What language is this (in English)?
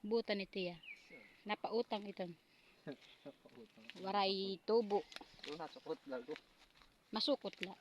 Waray